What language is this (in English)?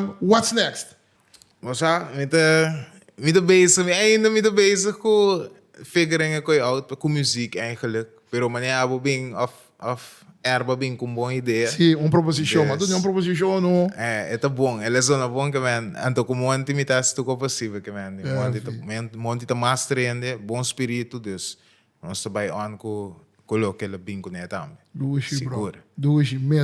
Papiamento